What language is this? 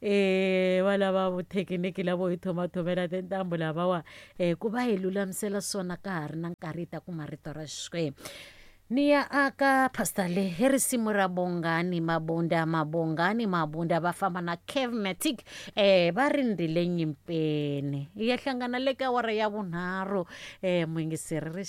Tsonga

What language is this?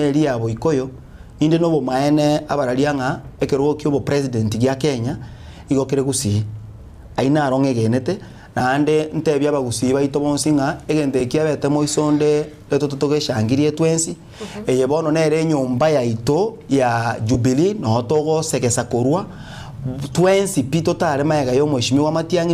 Gusii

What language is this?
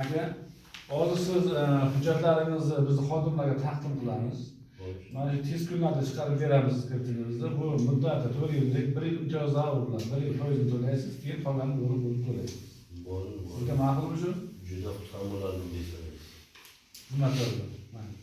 Uzbek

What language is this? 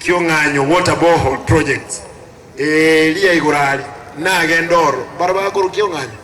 Gusii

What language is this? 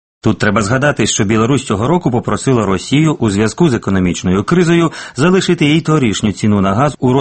Ukrainian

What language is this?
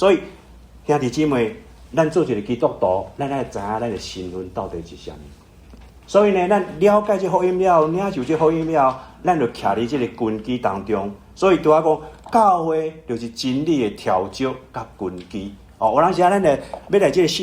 Min Nan Chinese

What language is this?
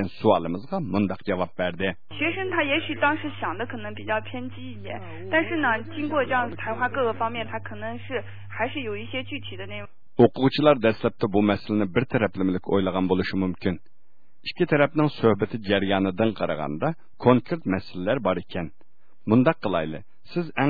Uyghur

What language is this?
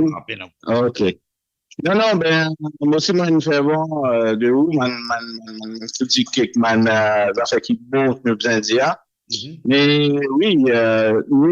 Morisyen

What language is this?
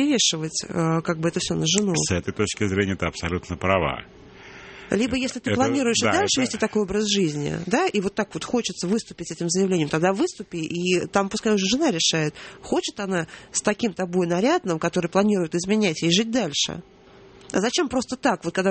Russian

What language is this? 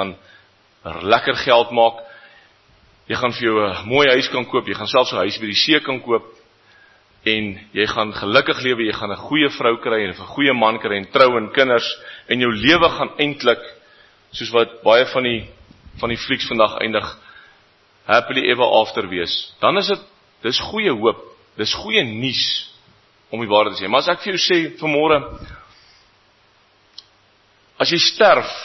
Afrikaans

